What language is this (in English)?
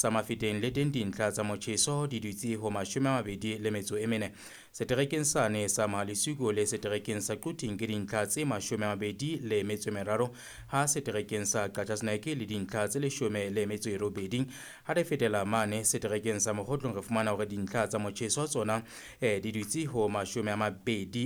Southern Sotho